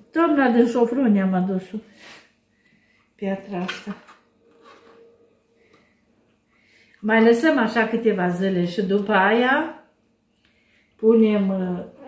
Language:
Romanian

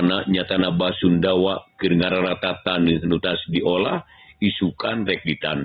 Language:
Sundanese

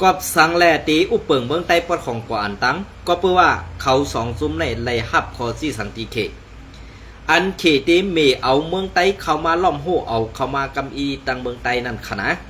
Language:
Shan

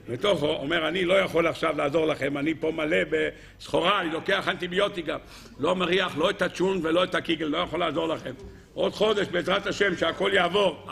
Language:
Hebrew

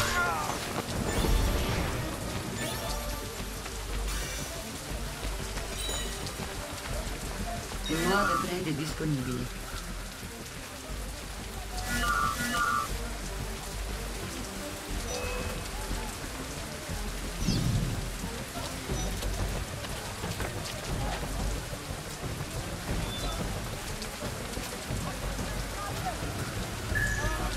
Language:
Italian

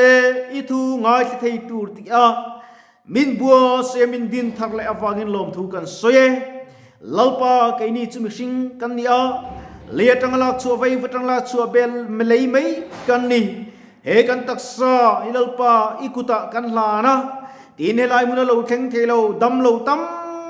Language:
Mizo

